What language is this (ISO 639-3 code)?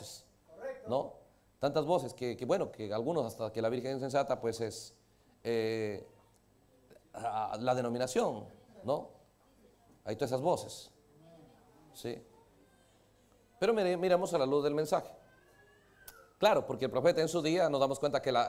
spa